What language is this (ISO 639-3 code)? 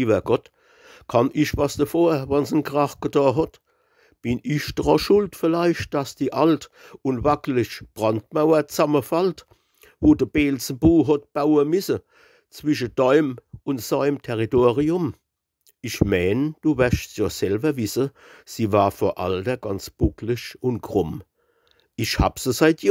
pfl